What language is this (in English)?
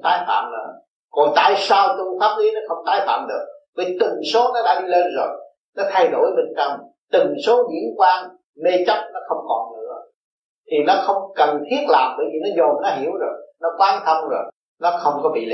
Vietnamese